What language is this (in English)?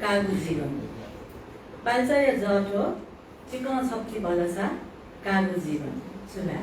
Newari